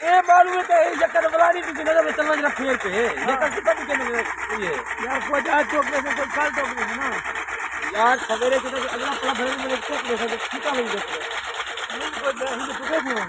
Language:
Saraiki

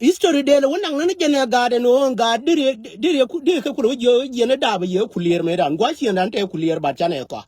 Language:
Nuer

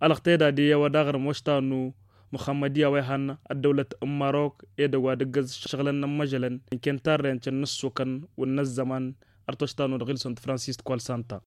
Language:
Tamasheq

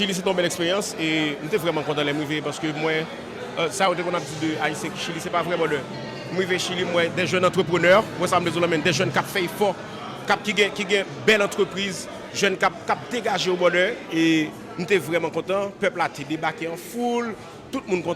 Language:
Haitian Creole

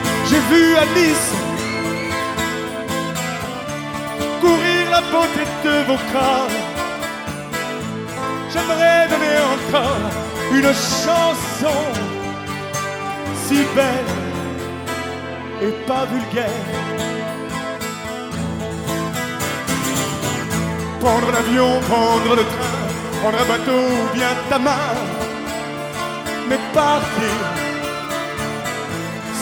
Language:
French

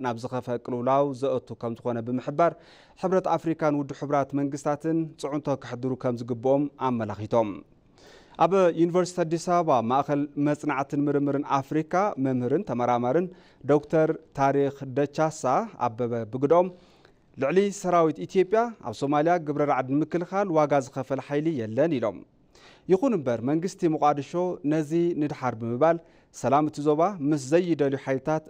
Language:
Tigrinya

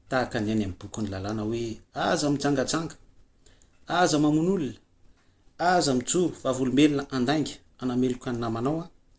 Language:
Malagasy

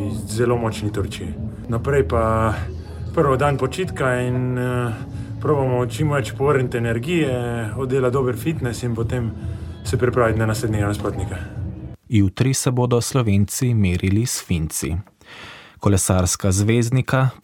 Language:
Slovenian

